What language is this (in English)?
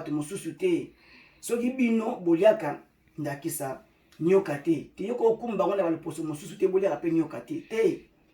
Lingala